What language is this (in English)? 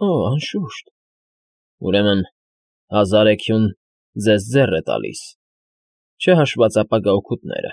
Armenian